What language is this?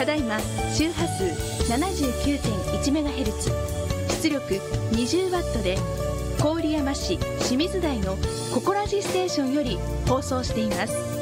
Japanese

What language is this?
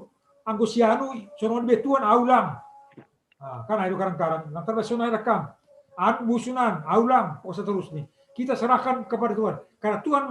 Batak Simalungun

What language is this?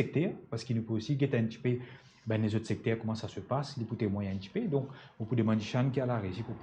Morisyen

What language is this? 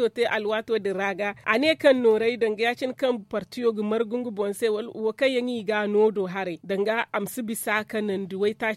Zarma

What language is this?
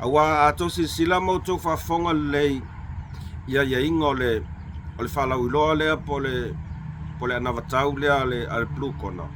Samoan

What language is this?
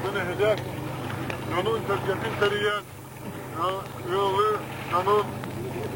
Yakut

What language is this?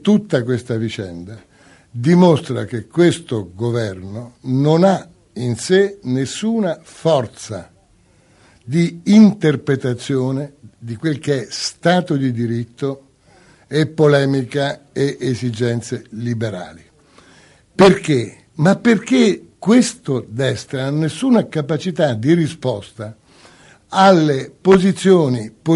Italian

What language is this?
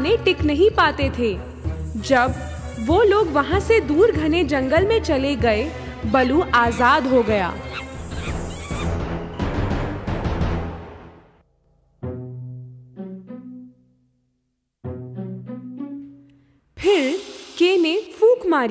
Hindi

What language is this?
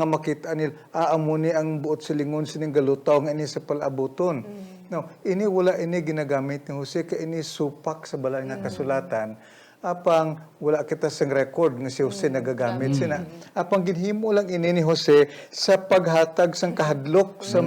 Hiligaynon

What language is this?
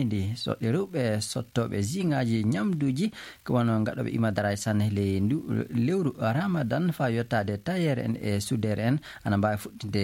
Fula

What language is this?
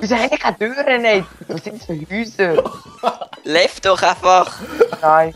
Swiss German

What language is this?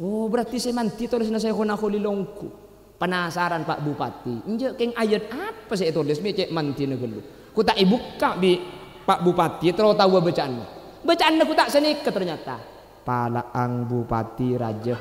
Madurese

